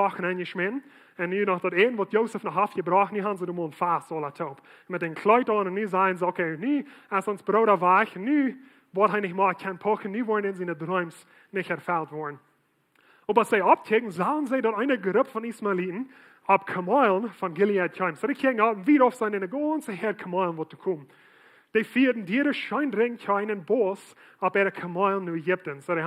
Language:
Plautdietsch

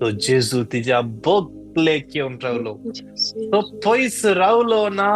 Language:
Konkani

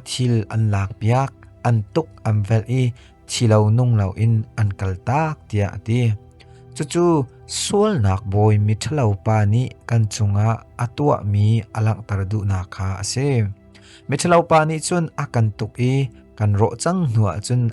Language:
Hakha Chin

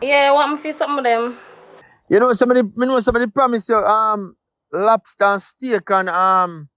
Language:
Jamaican Creole English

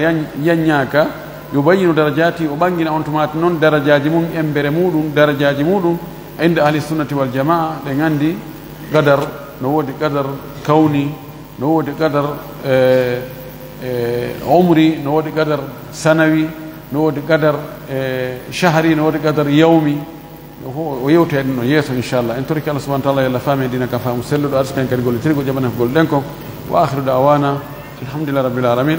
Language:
Fula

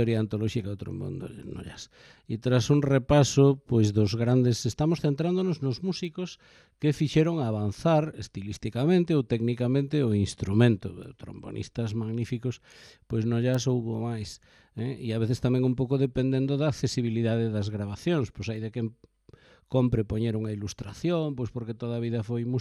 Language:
Galician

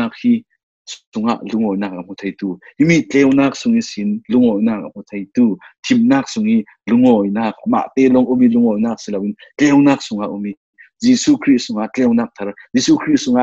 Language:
Falam Chin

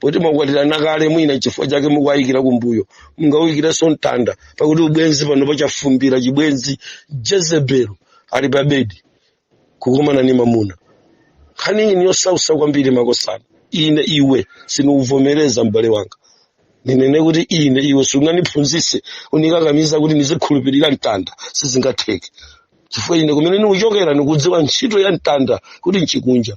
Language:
Nyanja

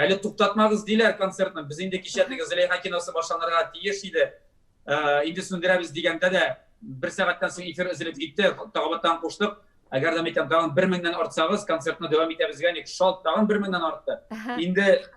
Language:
Tatar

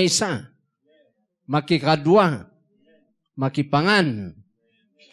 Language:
Iloko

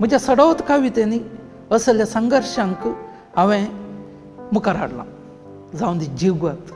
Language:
Konkani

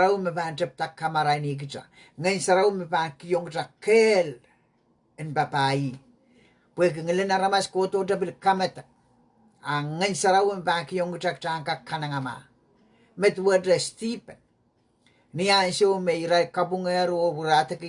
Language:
Pohnpeian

